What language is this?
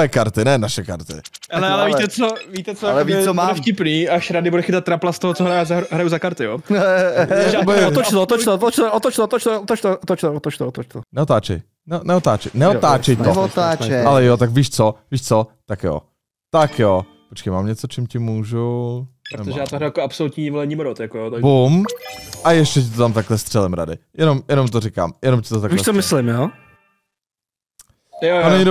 Czech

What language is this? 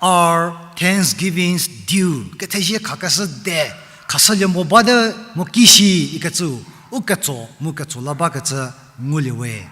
Angami Naga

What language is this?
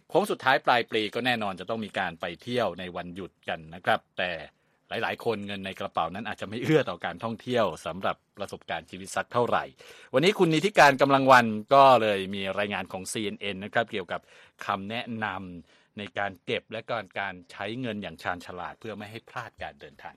Thai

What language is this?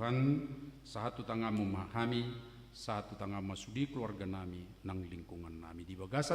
Batak Toba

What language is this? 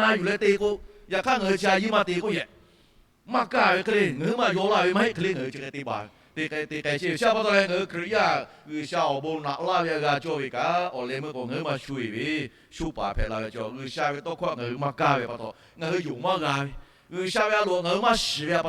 Lahu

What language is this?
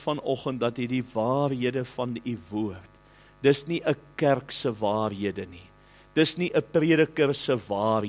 Afrikaans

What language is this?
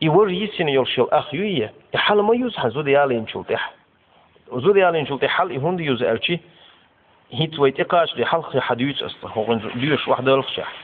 Chechen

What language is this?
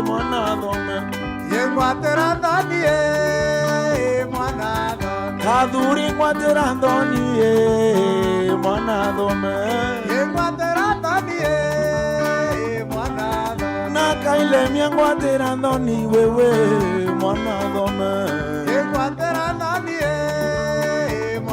Meru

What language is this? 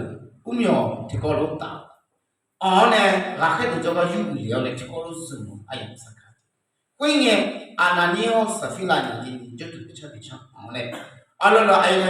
Akha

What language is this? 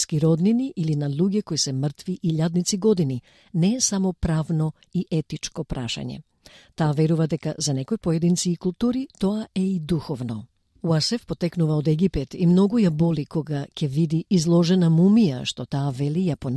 Macedonian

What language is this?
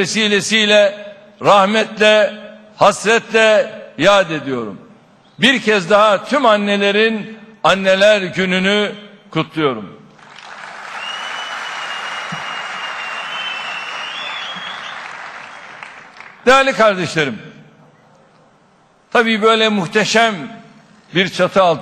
Turkish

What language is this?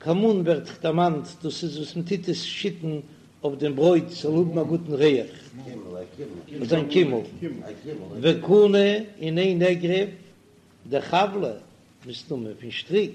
Yiddish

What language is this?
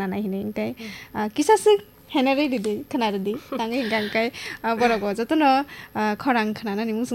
Kok Borok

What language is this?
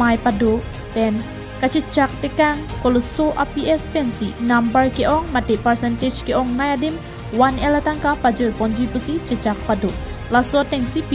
Karbi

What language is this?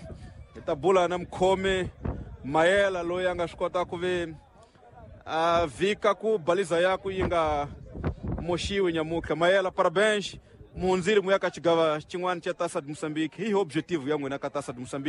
Tsonga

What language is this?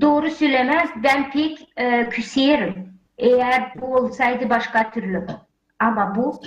Gagauz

